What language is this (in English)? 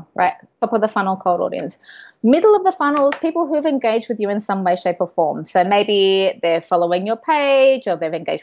English